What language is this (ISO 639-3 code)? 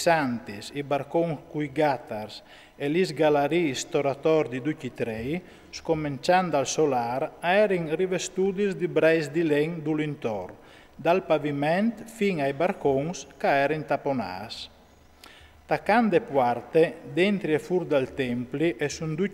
fur